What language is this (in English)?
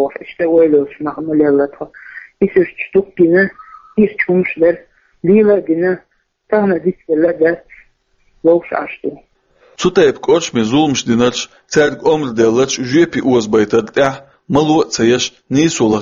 Chechen